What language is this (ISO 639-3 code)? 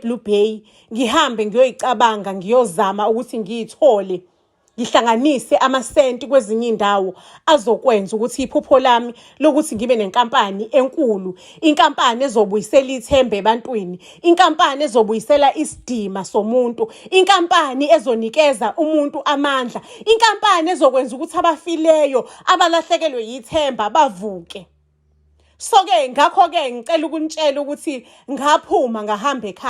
zul